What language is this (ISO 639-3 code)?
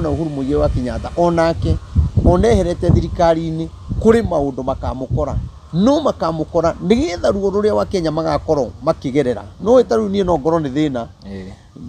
kik